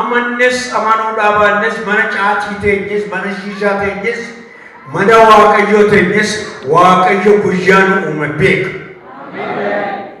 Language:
Oromo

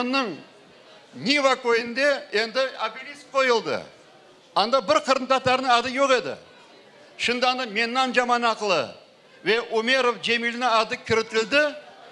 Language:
Crimean Tatar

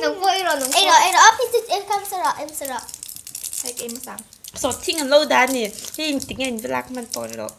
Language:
Mizo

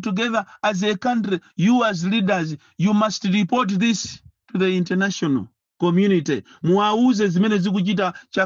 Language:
Nyanja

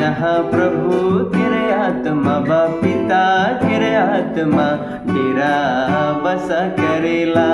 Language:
Sadri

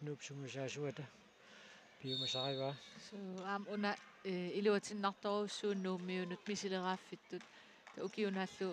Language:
Kalaallisut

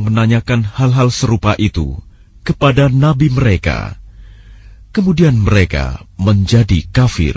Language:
Indonesian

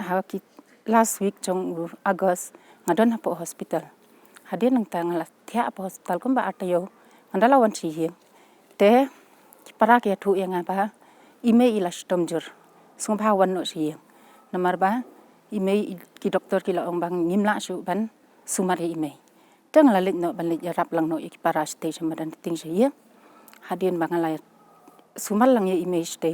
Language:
Khasi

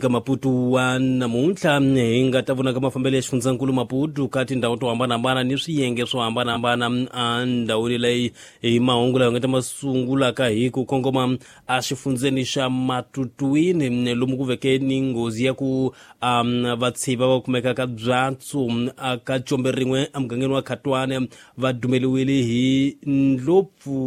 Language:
Tsonga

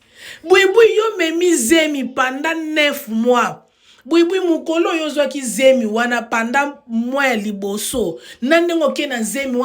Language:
Lingala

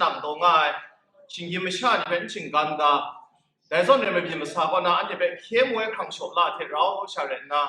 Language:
Kachin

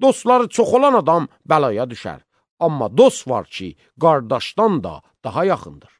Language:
Azerbaijani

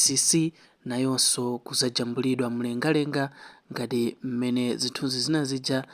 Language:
Nyanja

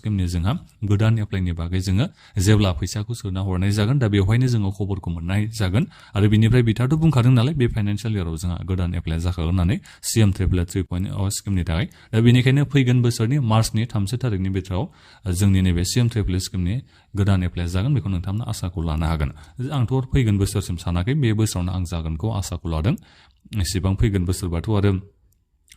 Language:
Bodo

